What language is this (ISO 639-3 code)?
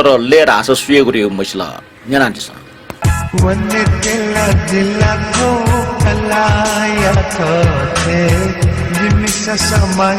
new